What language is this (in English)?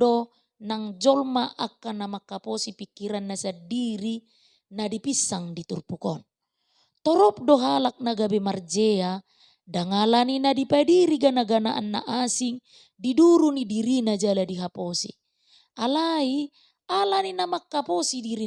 Batak Toba